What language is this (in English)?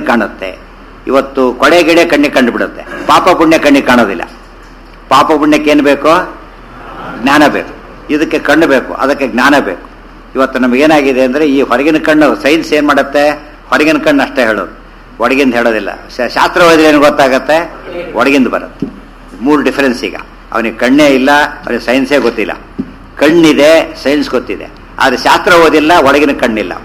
Kannada